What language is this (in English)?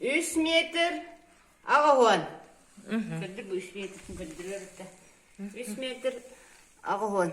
Yakut